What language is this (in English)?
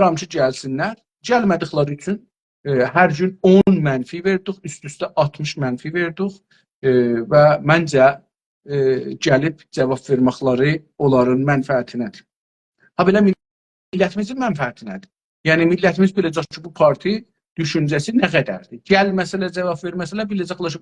South Azerbaijani